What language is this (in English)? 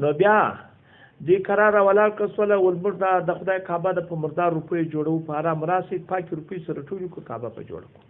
Pashto